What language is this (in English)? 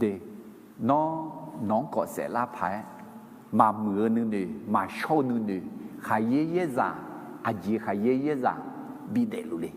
Akha